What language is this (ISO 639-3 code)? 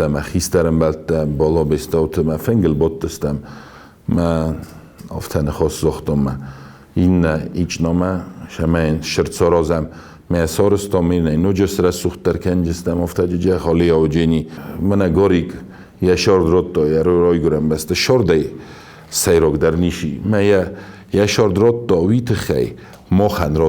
oss